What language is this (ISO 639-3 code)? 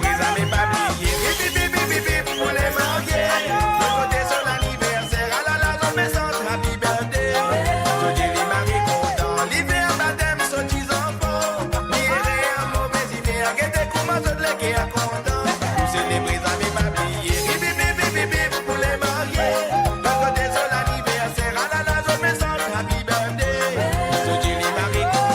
mfe